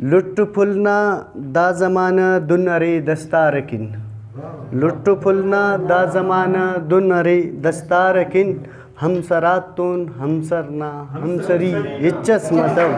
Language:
Brahui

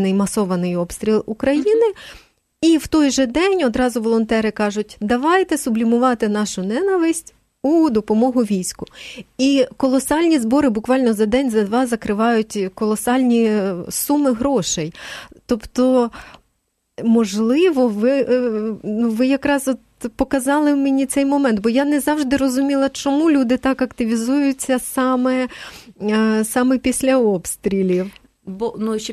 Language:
Ukrainian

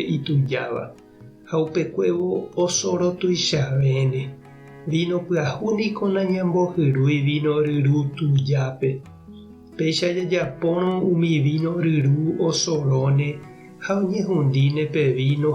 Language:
Guarani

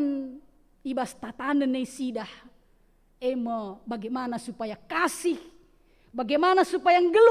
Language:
Batak Karo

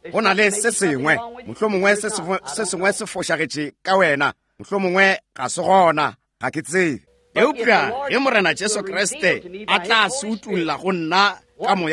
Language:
Northern Sotho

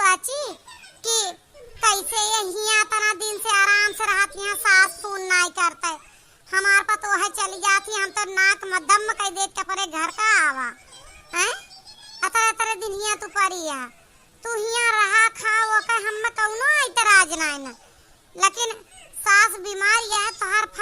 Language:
Awadhi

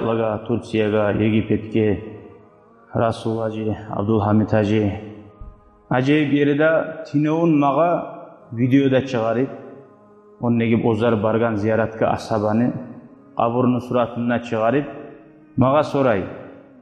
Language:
Kumyk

